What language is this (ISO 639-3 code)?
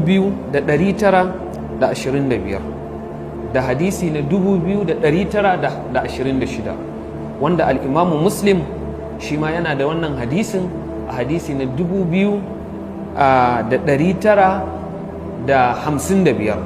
hau